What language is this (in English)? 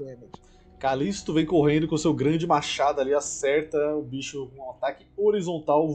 Portuguese